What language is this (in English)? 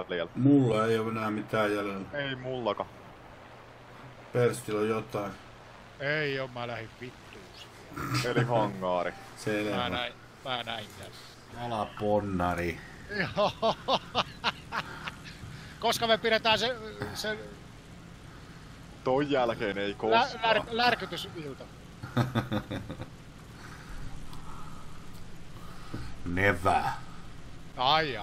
Finnish